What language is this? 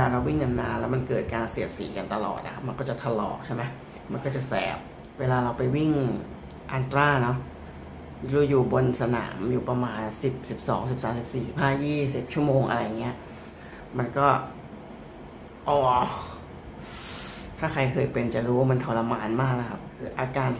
Thai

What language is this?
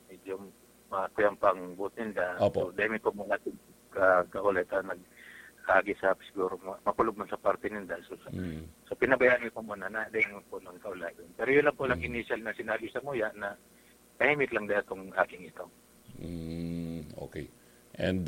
Bikol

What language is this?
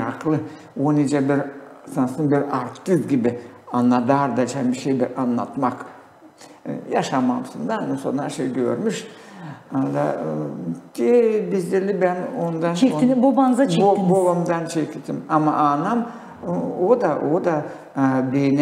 Gagauz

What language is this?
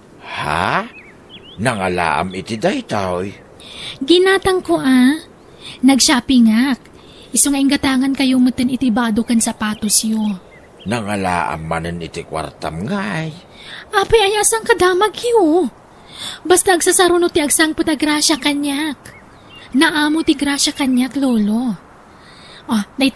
Iloko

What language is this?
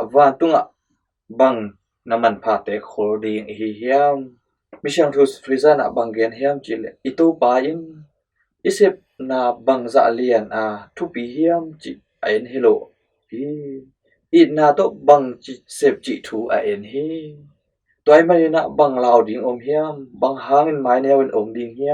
Tedim Chin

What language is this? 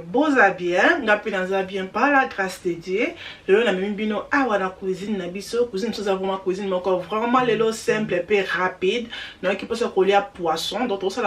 Lingala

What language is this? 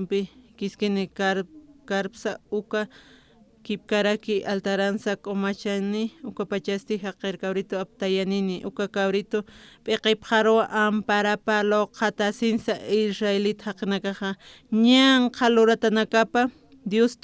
Aymara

